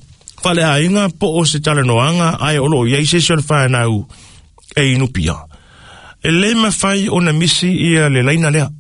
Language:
Samoan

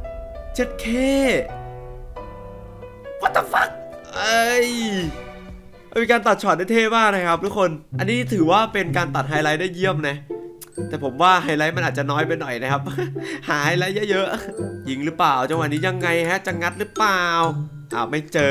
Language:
Thai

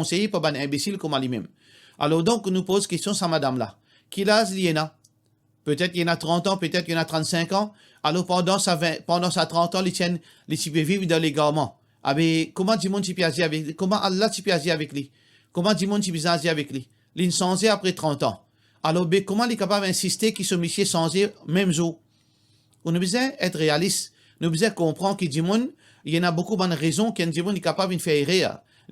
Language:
Morisyen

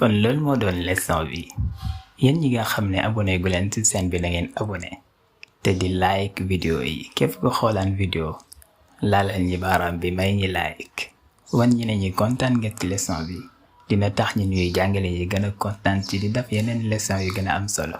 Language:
Wolof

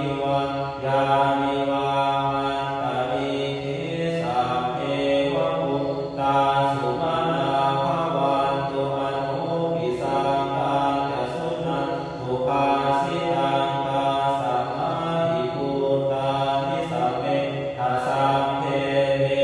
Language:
Pali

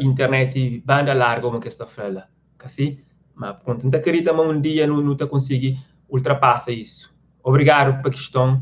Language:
Kabuverdianu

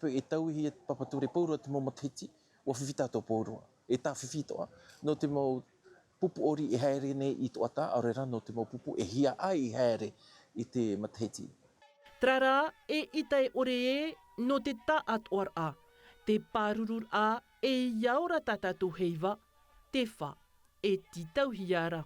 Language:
Tahitian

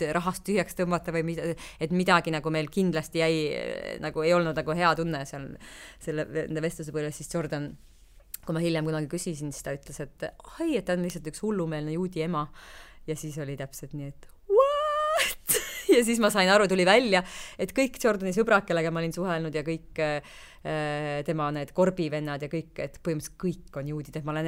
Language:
Estonian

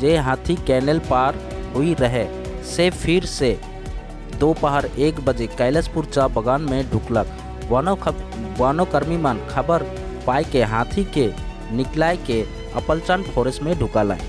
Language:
Sadri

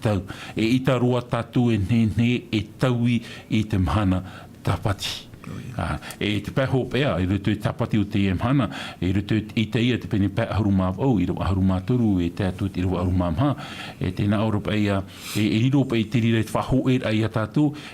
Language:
Tahitian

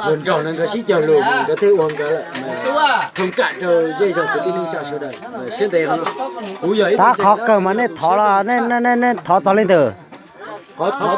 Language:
Hmong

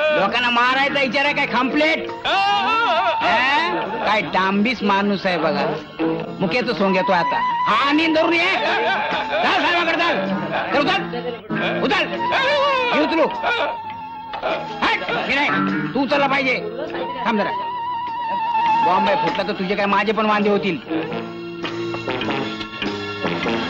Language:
Marathi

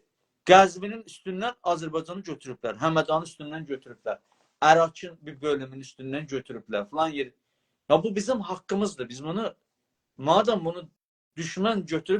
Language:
South Azerbaijani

